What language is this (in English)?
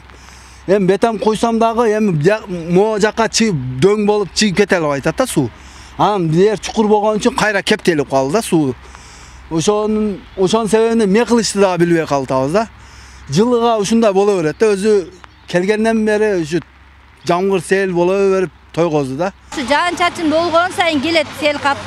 Kyrgyz